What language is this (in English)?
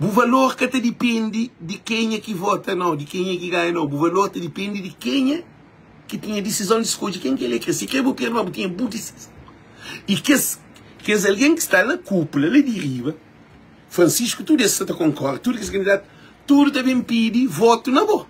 Kabuverdianu